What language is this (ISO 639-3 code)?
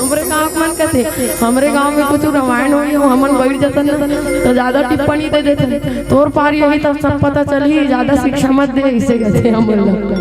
hne